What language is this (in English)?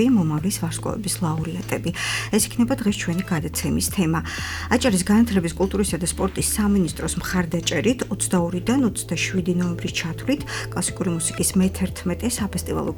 Georgian